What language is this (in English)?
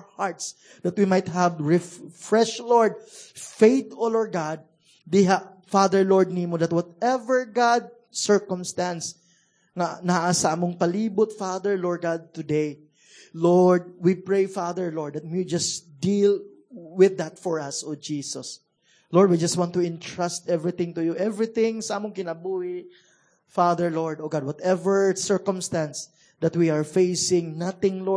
Cebuano